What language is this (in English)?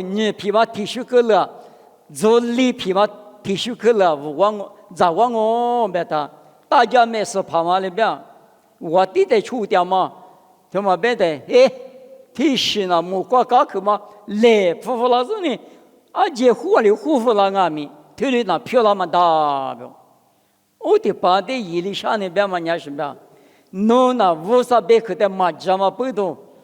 Lisu